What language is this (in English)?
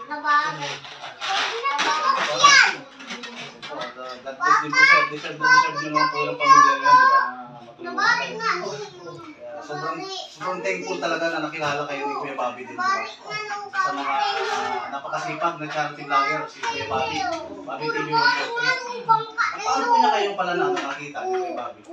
Filipino